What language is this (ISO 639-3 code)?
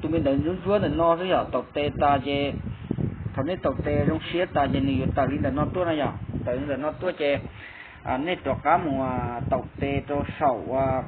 hmn